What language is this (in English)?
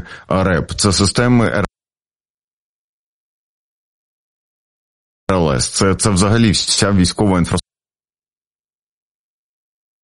Ukrainian